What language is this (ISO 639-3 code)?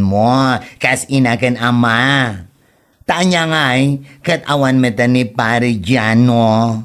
ilo